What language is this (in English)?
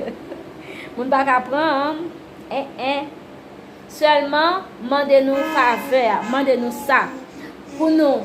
Haitian Creole